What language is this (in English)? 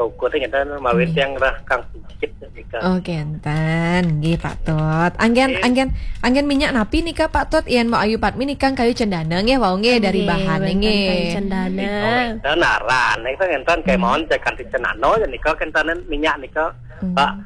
Balinese